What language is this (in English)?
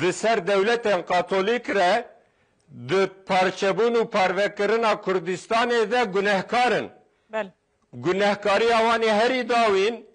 Kurdish